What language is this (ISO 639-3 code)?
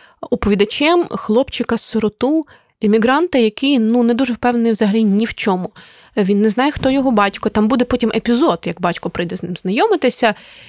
ukr